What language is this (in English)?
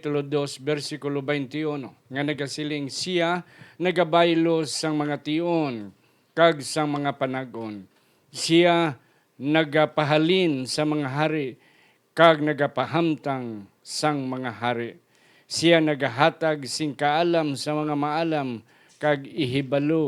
Hiligaynon